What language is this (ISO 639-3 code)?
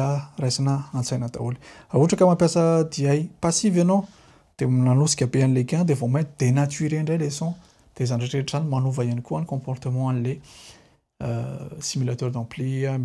mlg